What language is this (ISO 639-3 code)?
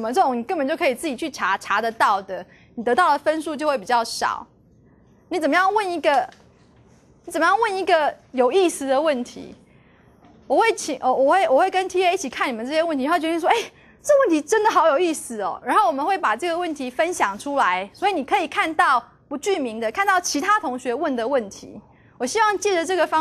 zho